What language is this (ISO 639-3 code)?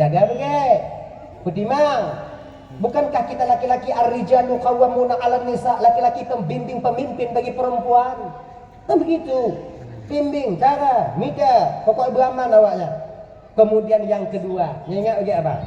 ace